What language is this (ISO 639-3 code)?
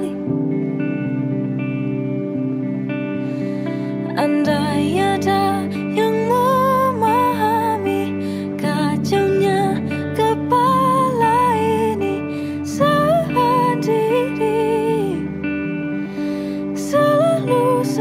ind